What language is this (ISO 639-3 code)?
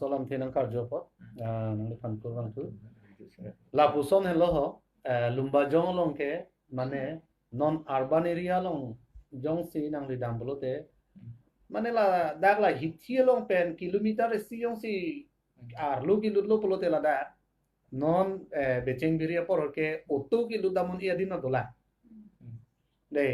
mjw